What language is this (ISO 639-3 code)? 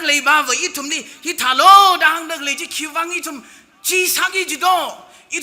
nmf